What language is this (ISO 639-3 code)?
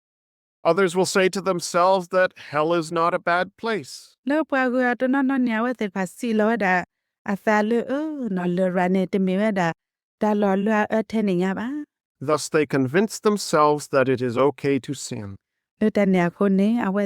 ksw